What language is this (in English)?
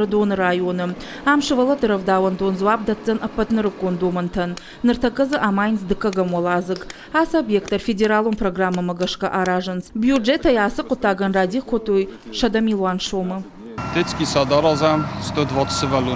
Ossetic